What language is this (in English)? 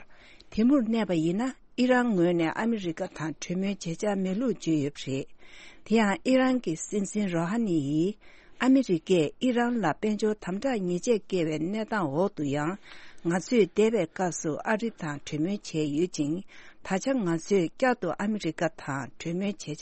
Tibetan